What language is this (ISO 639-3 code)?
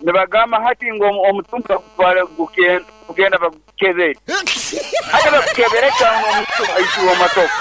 nyn